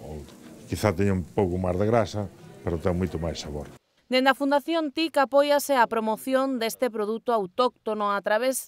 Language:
Galician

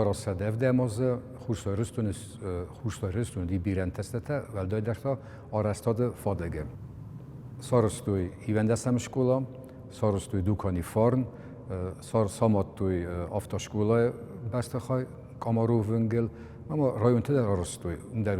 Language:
Ossetic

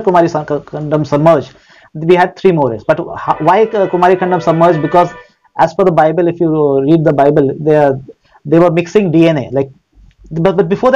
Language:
English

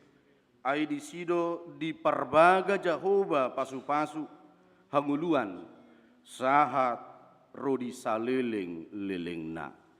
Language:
Batak Toba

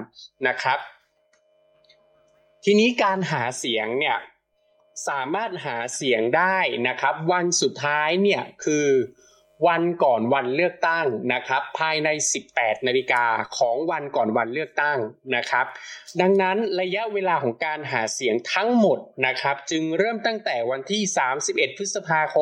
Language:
Thai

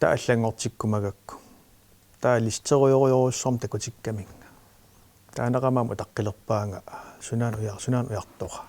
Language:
Kalaallisut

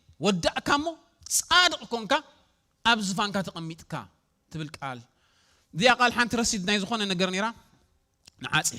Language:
Tigrinya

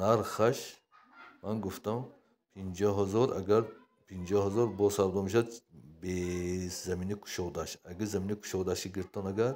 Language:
Tajik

